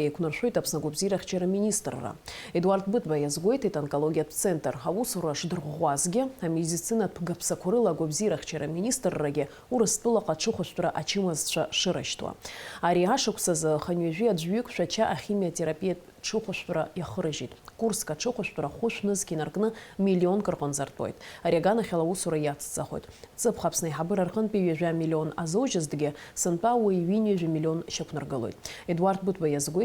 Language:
Abkhazian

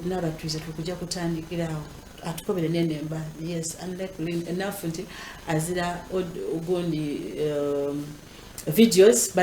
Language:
Ganda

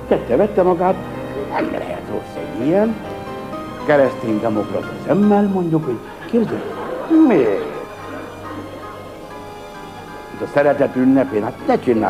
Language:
Hungarian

